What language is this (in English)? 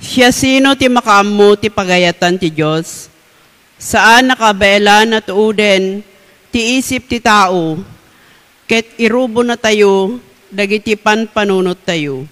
Iloko